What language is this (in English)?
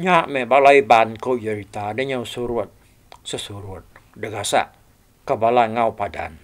Iban